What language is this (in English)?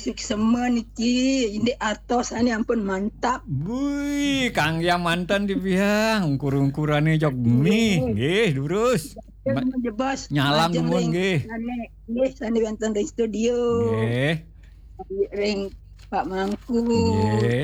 Balinese